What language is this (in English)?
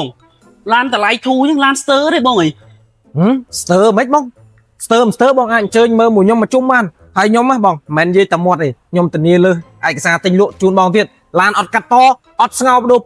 Khmer